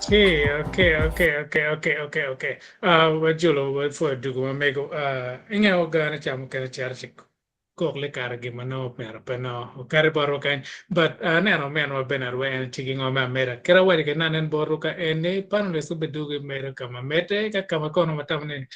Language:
Acoli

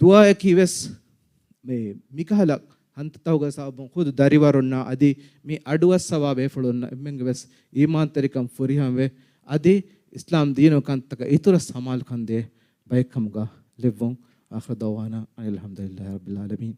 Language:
Divehi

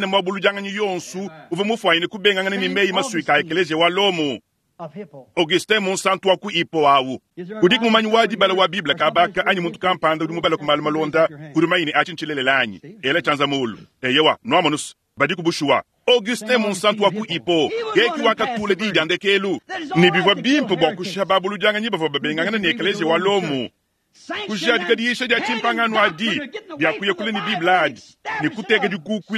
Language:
Luba-Lulua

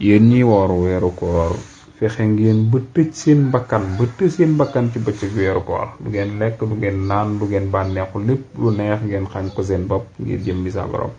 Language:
Wolof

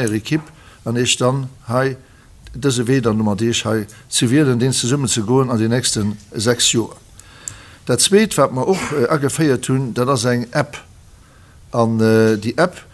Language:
Luxembourgish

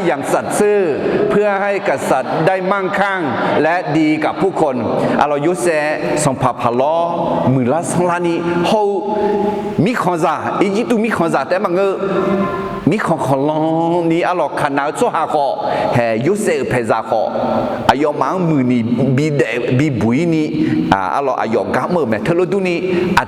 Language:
Akha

